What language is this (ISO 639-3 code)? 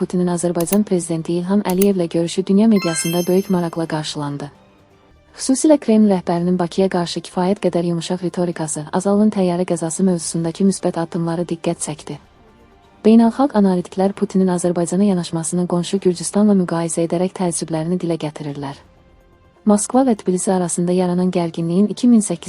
aze